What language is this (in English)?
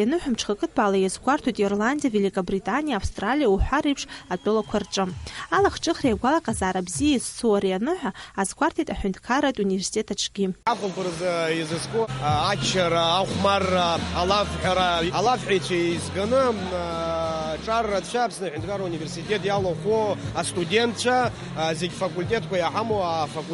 Abkhazian